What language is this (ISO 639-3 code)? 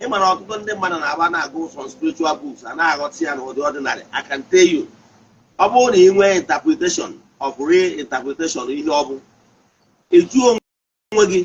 ibo